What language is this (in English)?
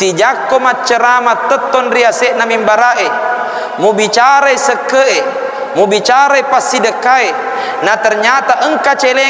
Buginese